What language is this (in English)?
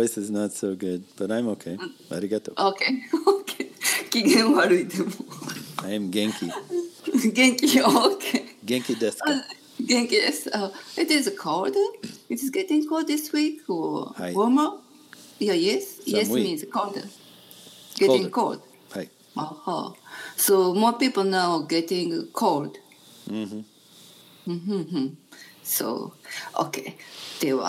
Japanese